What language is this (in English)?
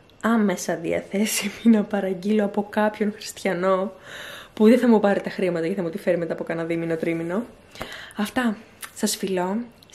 Greek